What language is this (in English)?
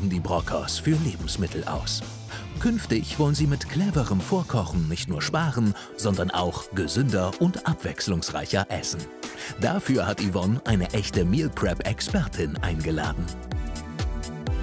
German